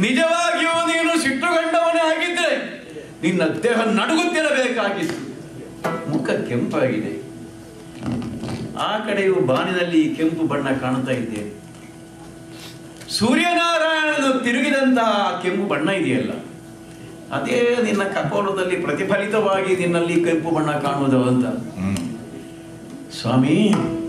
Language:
Kannada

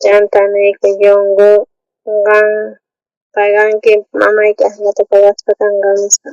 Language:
South Bolivian Quechua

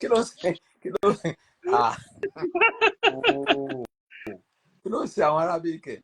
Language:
Yoruba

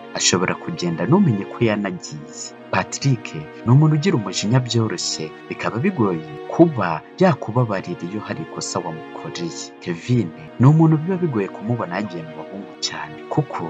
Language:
Kinyarwanda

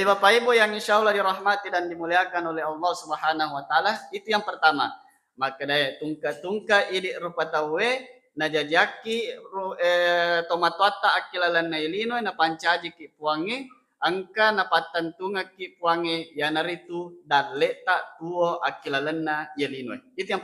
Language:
Buginese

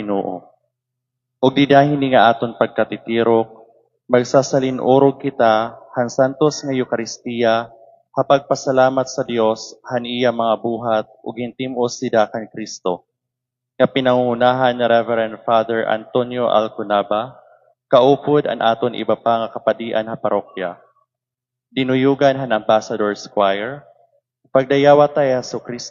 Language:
Waray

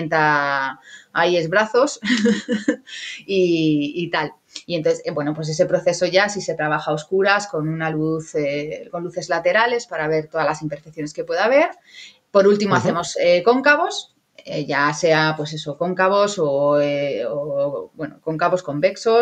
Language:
Spanish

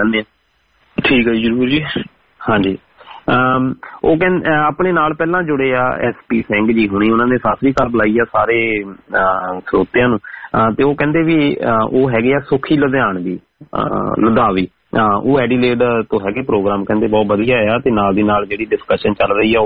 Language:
Punjabi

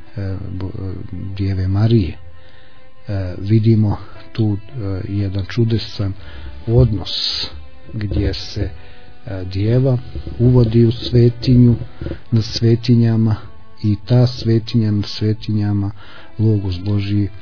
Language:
Croatian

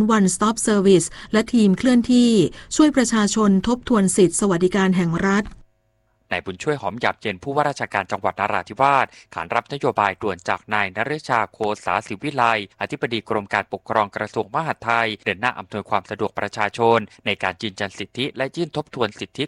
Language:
Thai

